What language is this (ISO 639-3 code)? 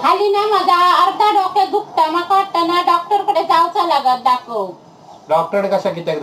kok